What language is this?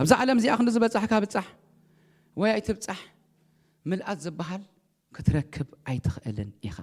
Tigrinya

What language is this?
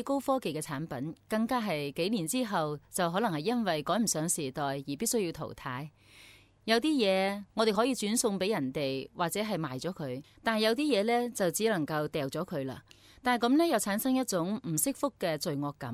Cantonese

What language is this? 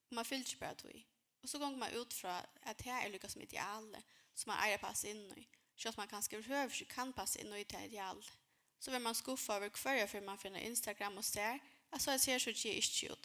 Faroese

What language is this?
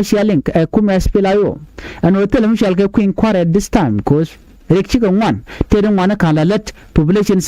Nuer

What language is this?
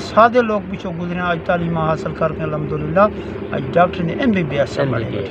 Saraiki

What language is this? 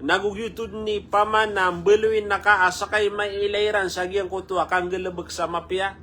Maranao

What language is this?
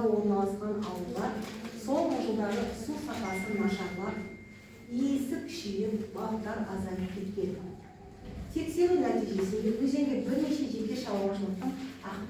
Kazakh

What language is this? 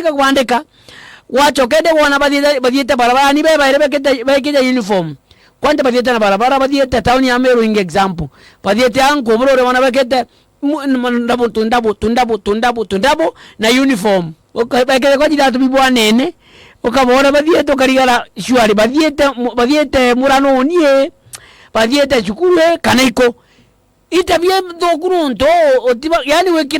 Meru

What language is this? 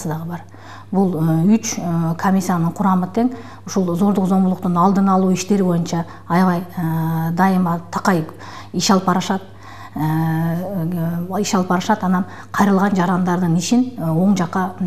Kyrgyz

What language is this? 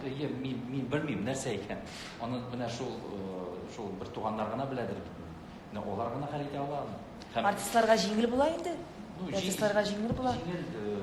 Tatar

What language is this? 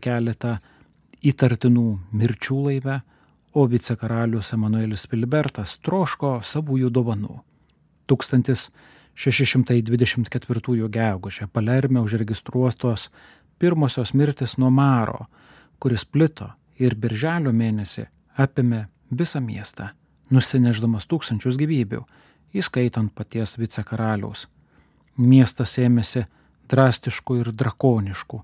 Lithuanian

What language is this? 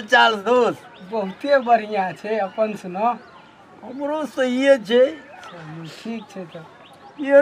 Maithili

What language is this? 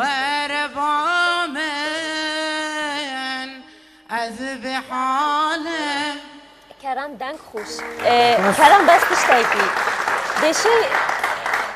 Kurdish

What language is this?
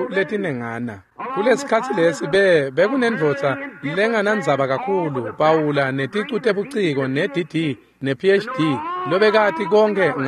Swati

